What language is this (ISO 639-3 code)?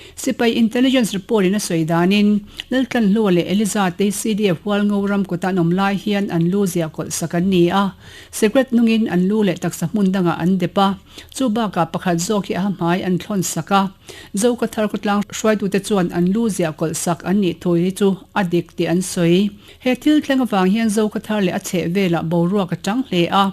lus